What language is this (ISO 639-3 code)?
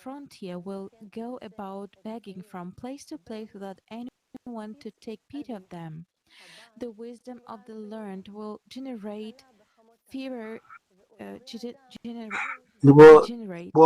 nya